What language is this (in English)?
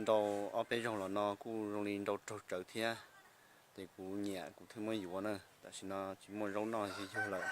Hmong